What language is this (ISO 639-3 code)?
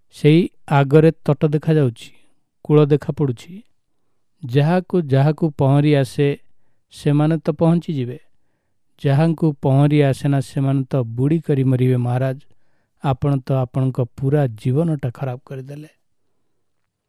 ori